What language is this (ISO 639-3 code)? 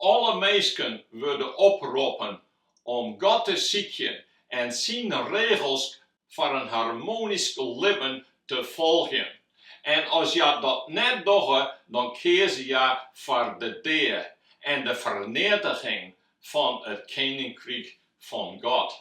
fry